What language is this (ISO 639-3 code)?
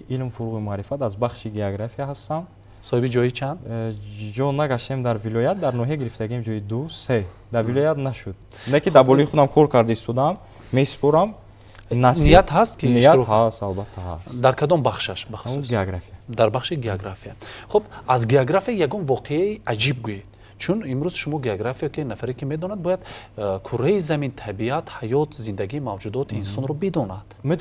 tgk